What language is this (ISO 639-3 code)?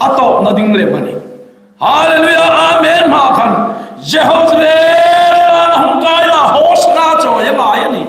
hmr